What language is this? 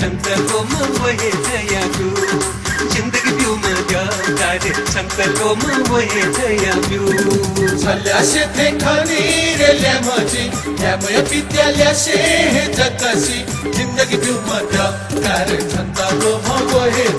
Newari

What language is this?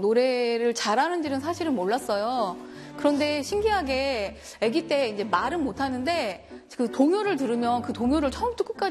Korean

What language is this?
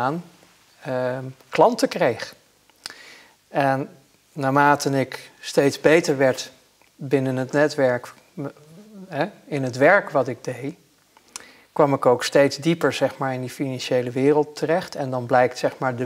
Dutch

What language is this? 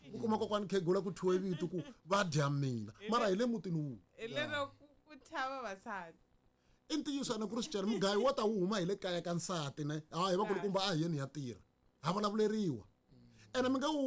Tsonga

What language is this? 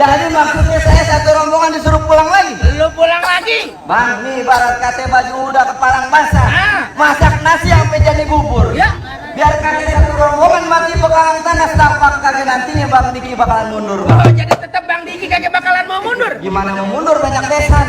Betawi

